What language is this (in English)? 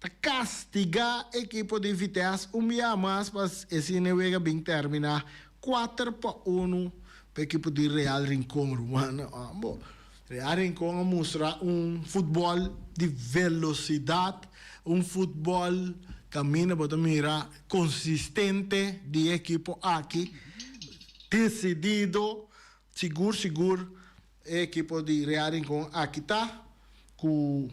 Papiamento